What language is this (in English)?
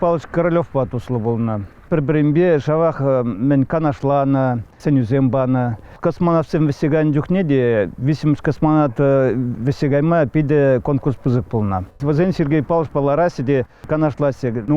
Chuvash